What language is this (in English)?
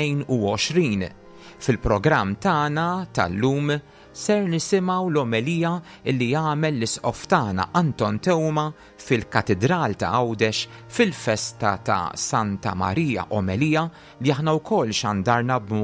Maltese